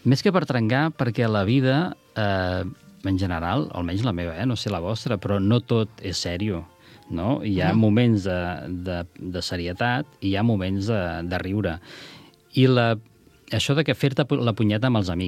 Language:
Catalan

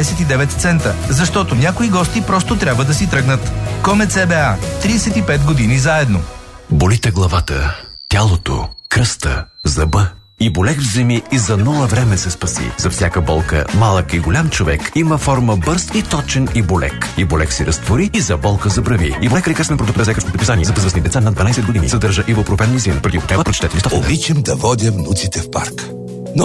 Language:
Bulgarian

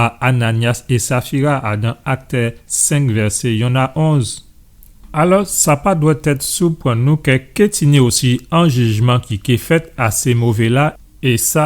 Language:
Guadeloupean Creole French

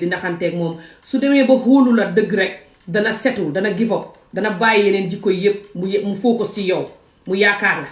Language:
Wolof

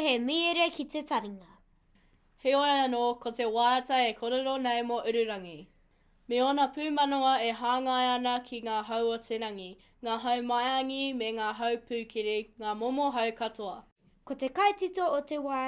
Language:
Māori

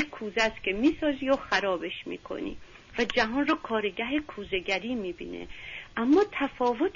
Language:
Persian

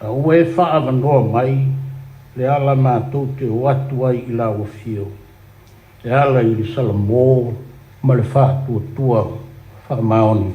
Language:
Samoan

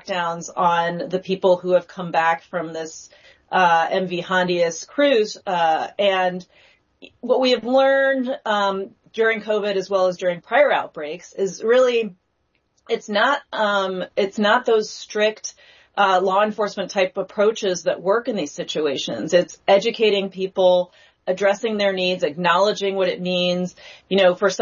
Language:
English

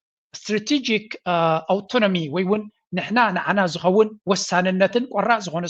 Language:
Tigrinya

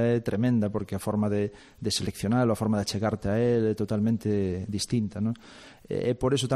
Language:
Galician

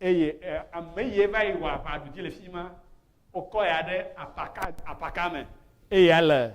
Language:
Ewe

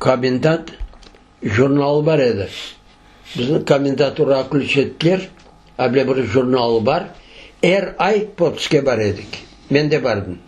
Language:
Crimean Tatar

